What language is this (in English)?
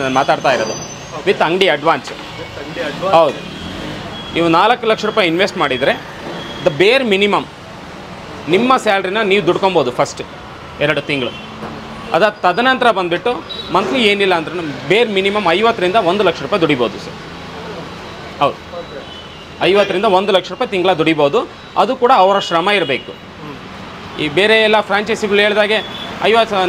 Kannada